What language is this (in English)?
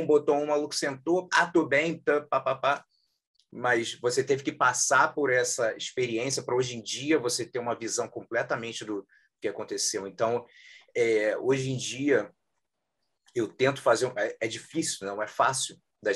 Portuguese